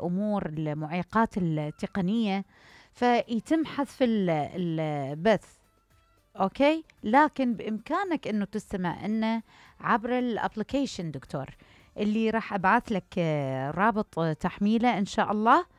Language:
Mesopotamian Arabic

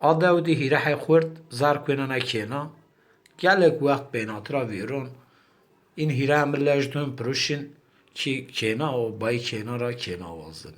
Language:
Zaza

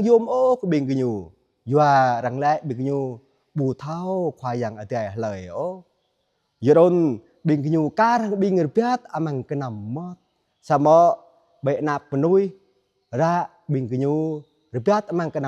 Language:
Jarai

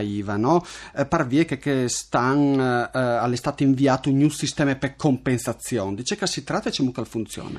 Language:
Friulian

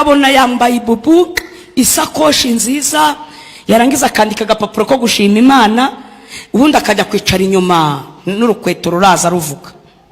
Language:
Kinyarwanda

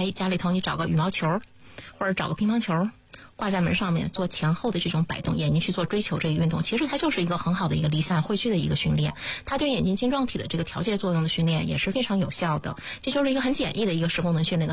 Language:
Chinese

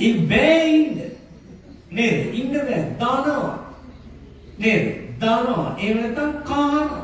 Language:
Sinhala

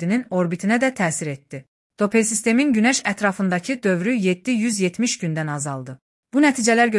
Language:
Azerbaijani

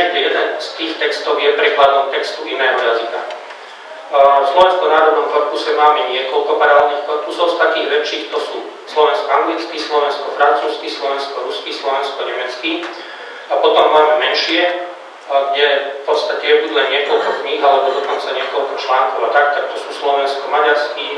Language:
Slovak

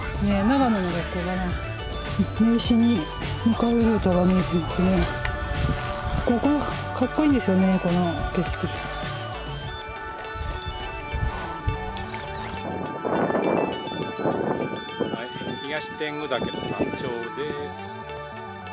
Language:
Japanese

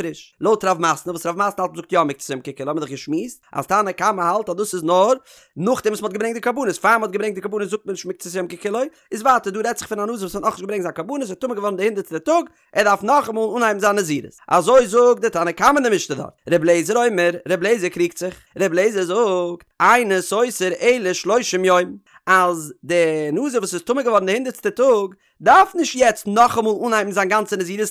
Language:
Yiddish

